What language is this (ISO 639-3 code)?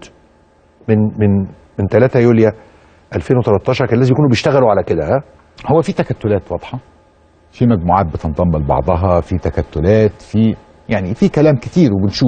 arz